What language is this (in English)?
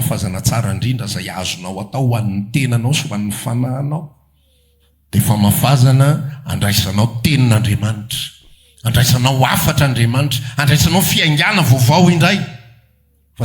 Malagasy